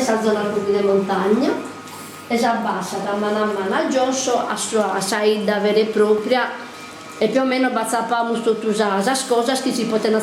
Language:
Sardinian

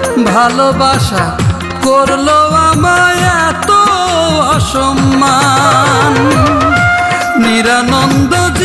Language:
Bangla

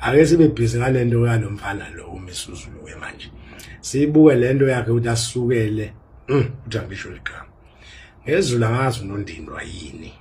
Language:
Zulu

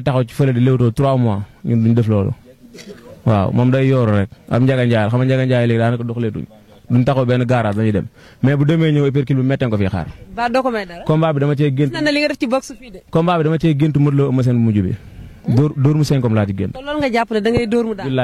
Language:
Wolof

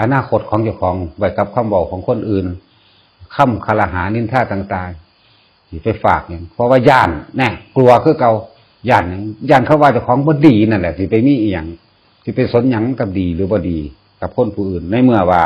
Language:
Northeastern Thai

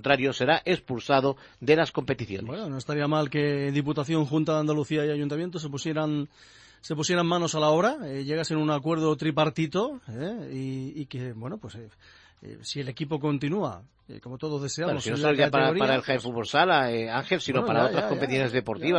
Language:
Spanish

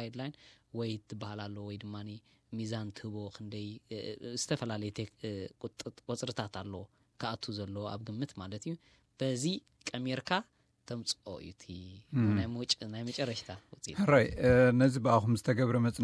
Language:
Tigrinya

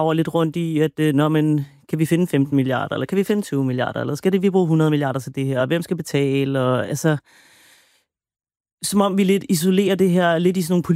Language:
Danish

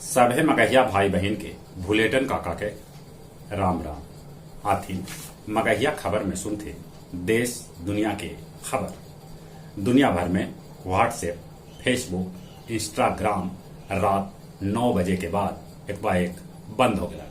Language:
Magahi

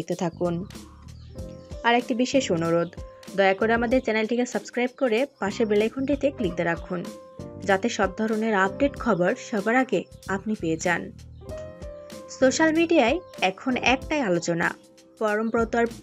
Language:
Bangla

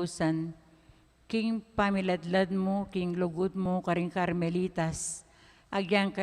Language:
Pampanga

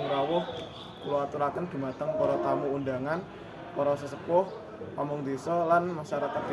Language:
Javanese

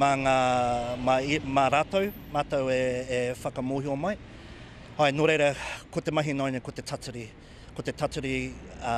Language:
Māori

